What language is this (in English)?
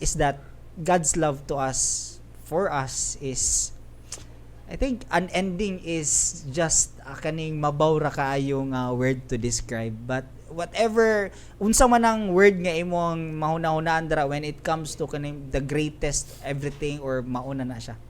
Cebuano